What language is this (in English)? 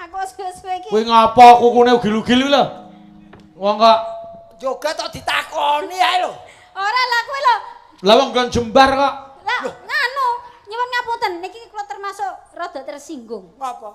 Javanese